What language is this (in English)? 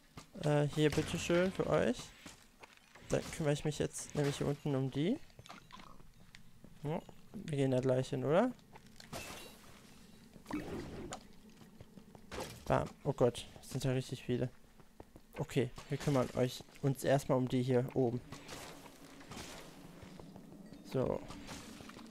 German